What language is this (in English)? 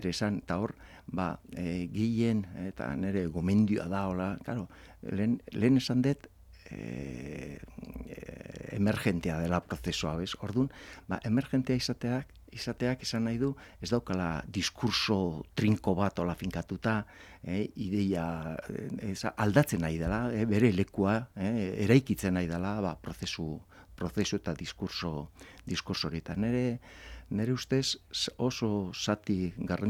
Basque